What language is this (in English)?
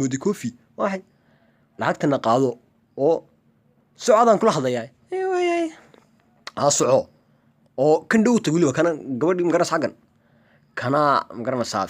Somali